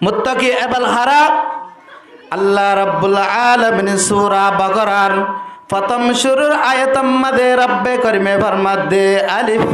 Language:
Rohingya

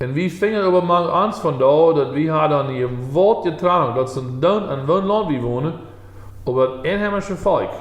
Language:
Plautdietsch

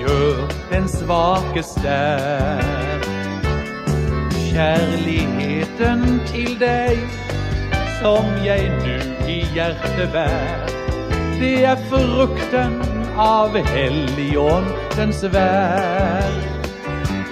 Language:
Norwegian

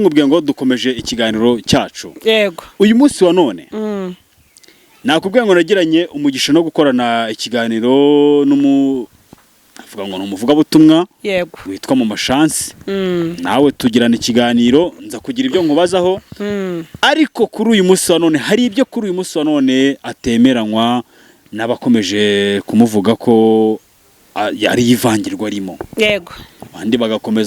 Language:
Kinyarwanda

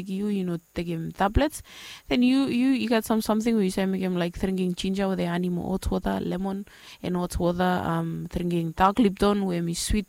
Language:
Bislama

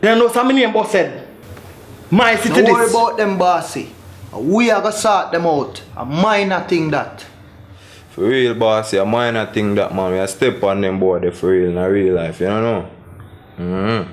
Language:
Jamaican Creole English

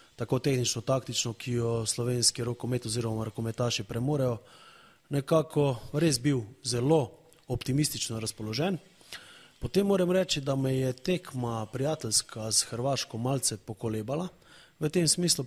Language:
Slovenian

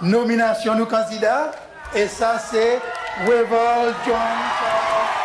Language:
Seselwa Creole French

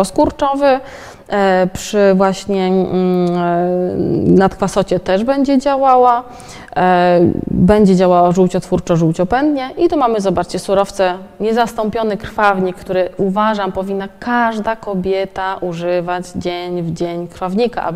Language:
Polish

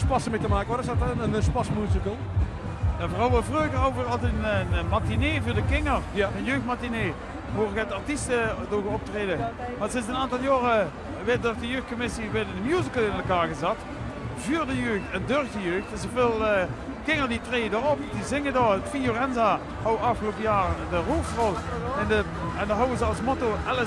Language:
Limburgish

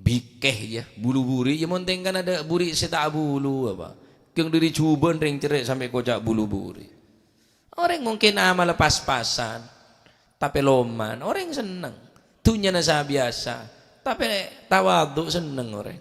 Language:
Madurese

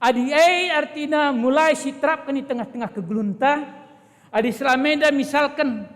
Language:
Batak Karo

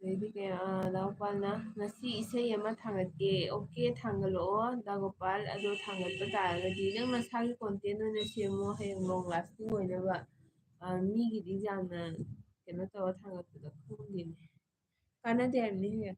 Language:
Manipuri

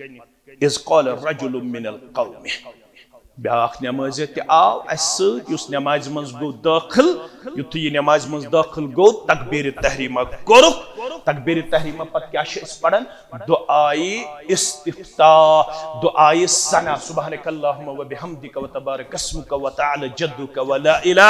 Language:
Kashmiri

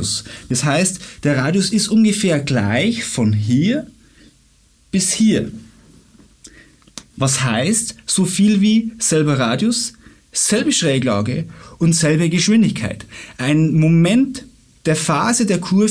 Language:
German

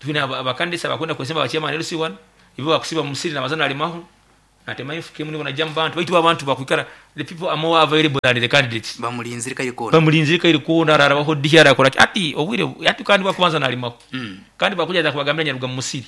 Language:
Nyankole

